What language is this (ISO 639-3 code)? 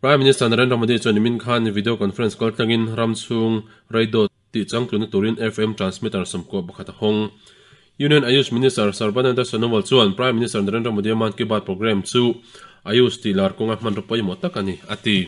lus